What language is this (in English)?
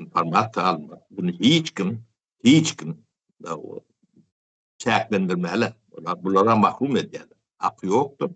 Turkmen